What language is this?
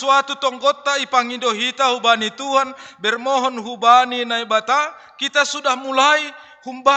Batak Simalungun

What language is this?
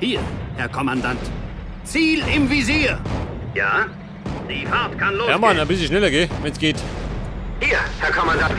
Bavarian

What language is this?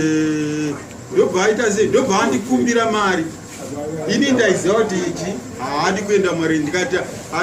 Shona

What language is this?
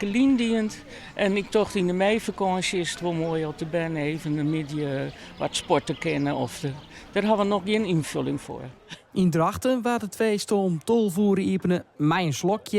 Western Frisian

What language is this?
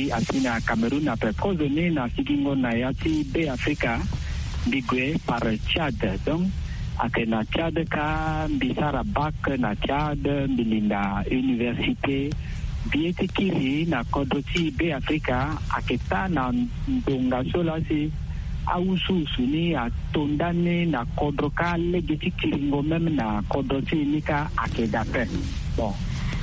Sango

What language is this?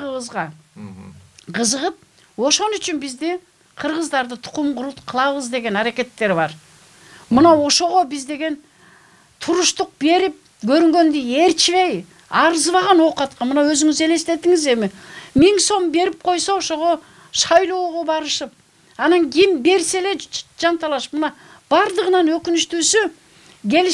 Kyrgyz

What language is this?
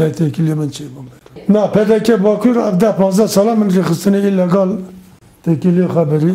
Kurdish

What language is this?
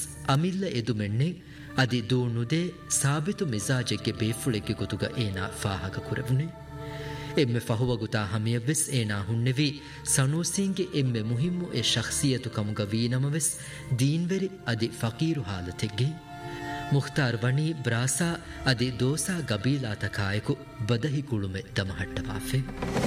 Divehi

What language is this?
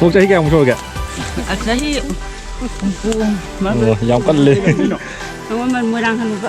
Manipuri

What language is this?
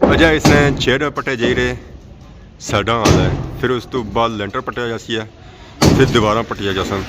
Pahari-Potwari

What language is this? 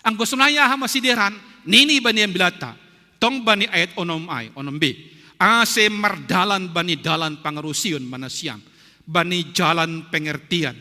Batak Simalungun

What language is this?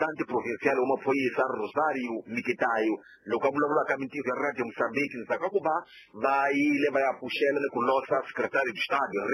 Tsonga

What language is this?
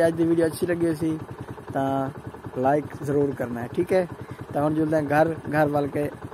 Saraiki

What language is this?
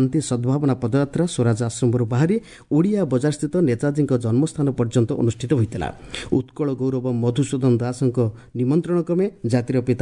Odia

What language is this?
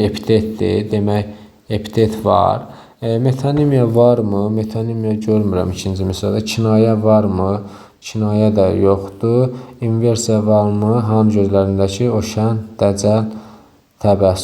Azerbaijani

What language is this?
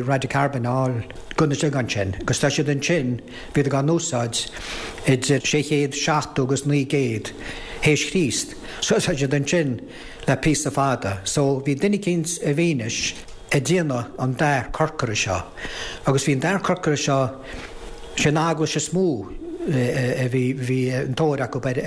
Irish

